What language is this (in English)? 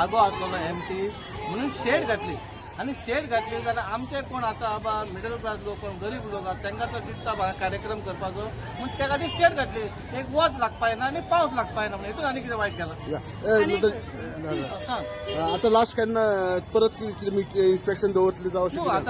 Konkani